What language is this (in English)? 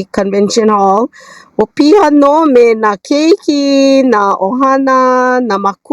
Hawaiian